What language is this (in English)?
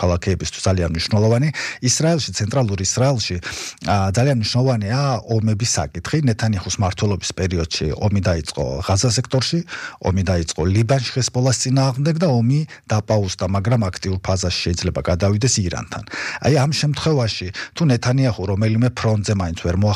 Georgian